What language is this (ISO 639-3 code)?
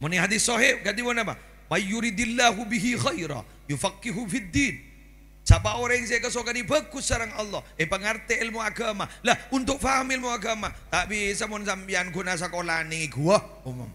mad